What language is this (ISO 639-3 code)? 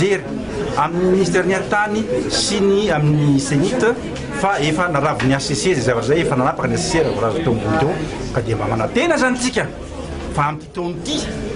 mlg